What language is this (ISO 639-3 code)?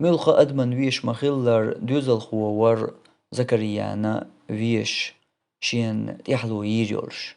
che